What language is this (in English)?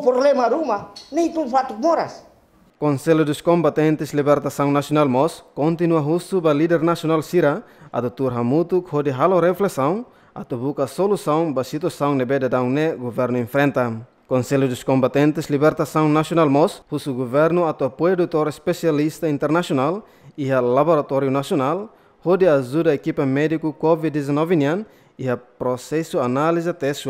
Tetum